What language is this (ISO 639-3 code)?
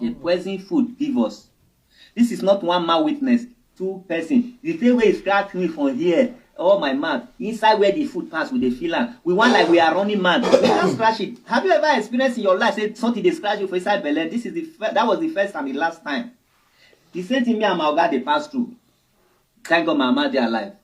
pcm